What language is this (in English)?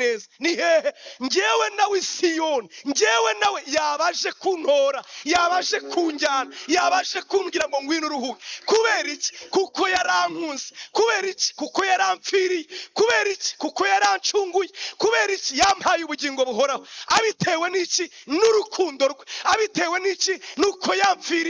Kinyarwanda